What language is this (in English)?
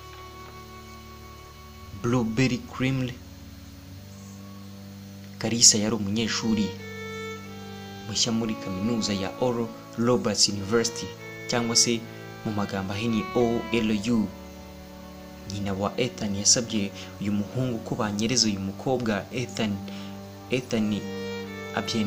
Kinyarwanda